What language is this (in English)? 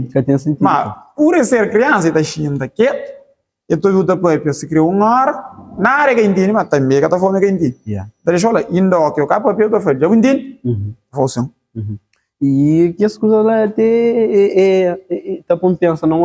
Kabuverdianu